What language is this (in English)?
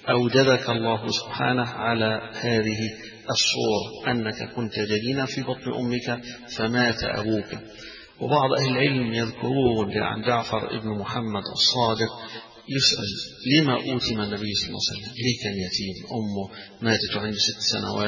Arabic